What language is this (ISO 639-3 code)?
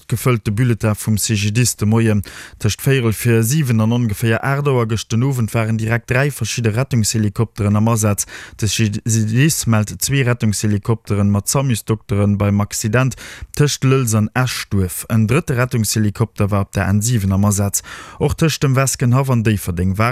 ltz